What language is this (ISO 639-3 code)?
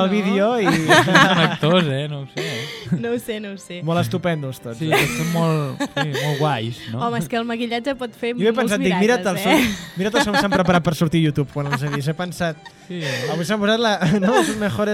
cat